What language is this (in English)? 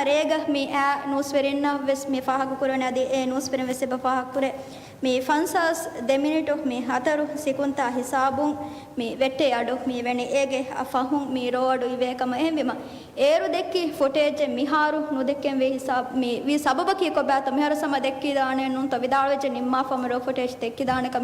Divehi